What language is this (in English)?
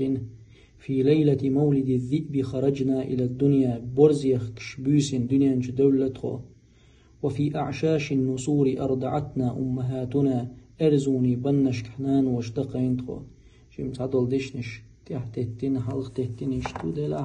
Chechen